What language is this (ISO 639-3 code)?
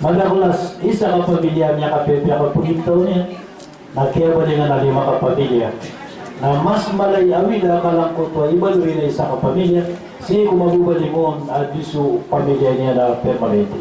mrw